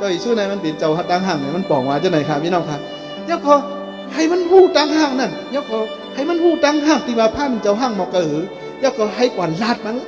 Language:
Shan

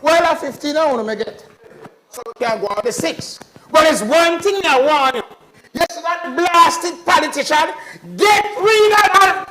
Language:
Jamaican Creole English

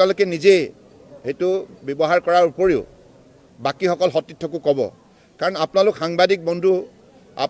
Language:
Assamese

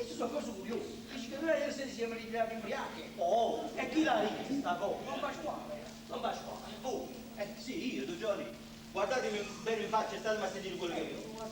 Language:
Neapolitan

